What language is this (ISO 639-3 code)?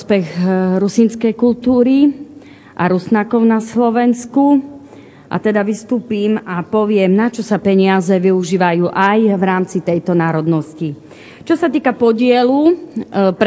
slk